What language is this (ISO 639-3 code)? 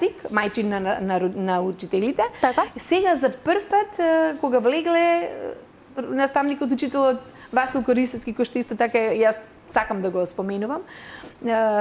mkd